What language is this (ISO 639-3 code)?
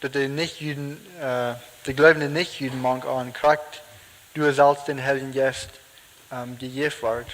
pdt